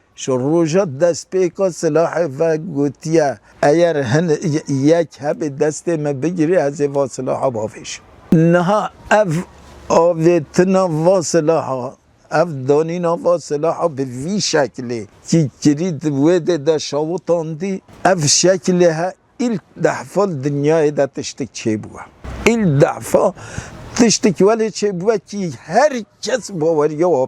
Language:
Kurdish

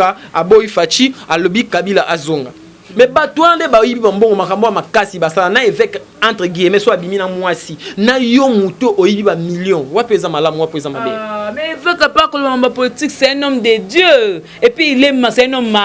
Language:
Lingala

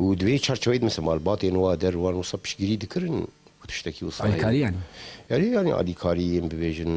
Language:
Kurdish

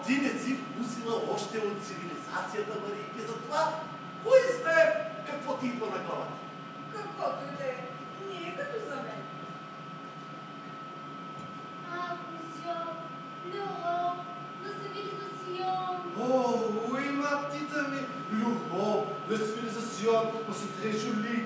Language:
Bulgarian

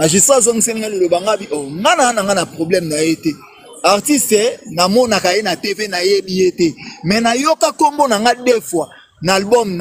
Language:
Lingala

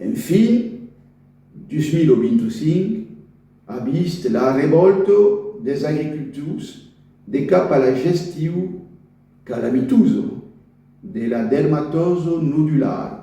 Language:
Occitan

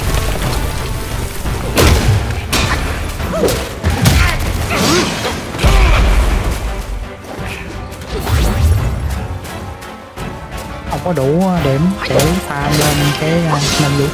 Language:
Vietnamese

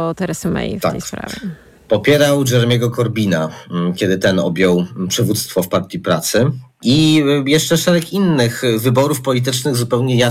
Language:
Polish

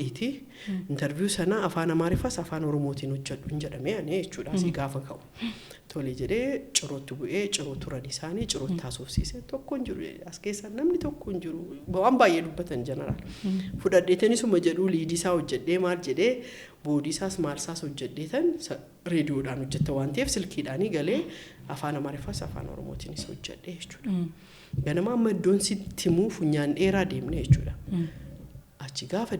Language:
Oromo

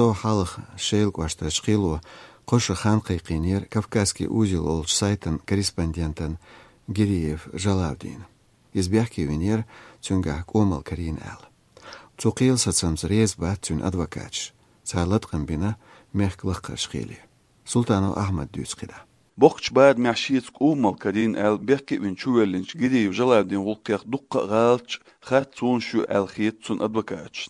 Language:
Chechen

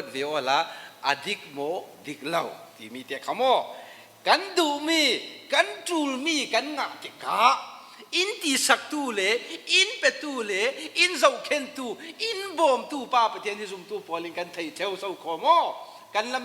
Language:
Falam Chin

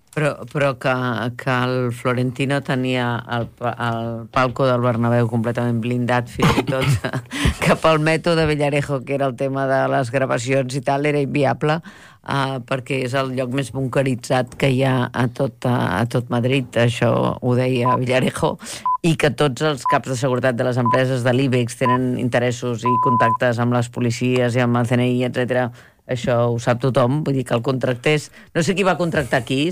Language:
Catalan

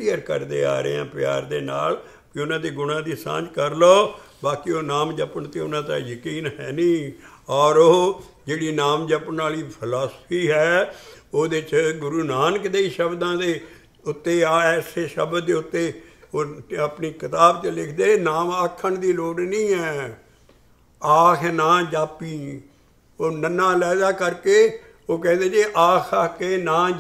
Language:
Punjabi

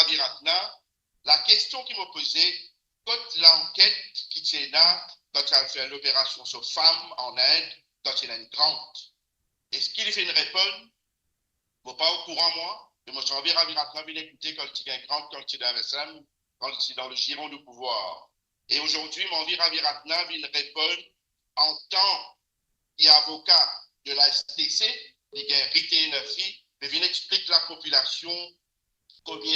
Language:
Morisyen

